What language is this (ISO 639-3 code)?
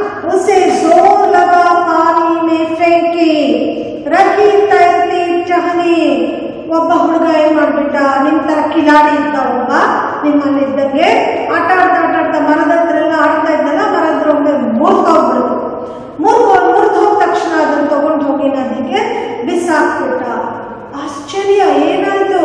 kan